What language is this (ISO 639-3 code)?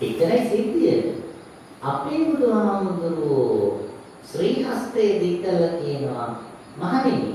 sin